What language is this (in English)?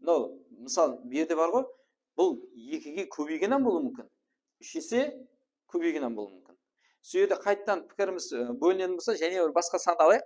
Kara-Kalpak